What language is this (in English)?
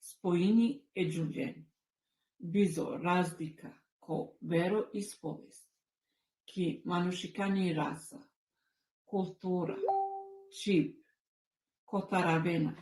Balkan Romani